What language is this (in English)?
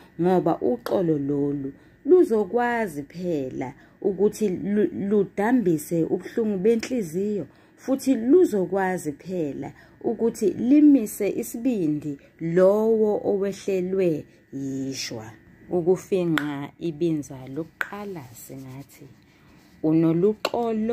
Zulu